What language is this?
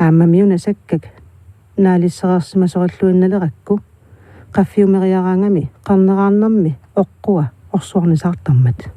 Kalaallisut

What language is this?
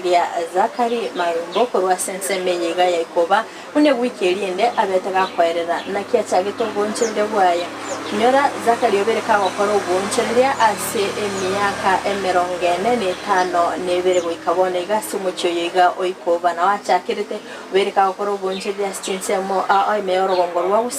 Gusii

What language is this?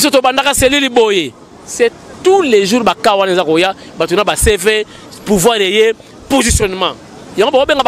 Lingala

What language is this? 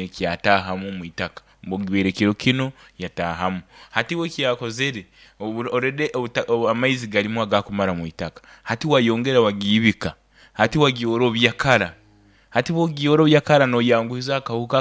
Nyoro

